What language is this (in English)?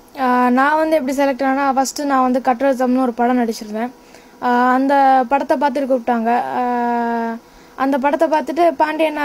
Tamil